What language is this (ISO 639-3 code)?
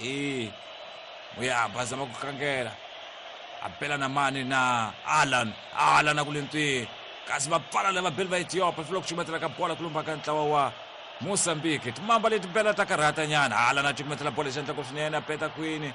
tso